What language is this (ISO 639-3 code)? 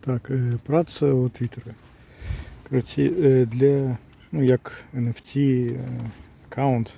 bel